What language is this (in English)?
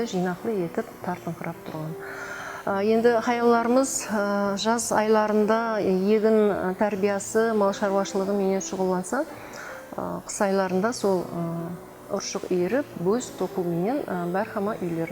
Kara-Kalpak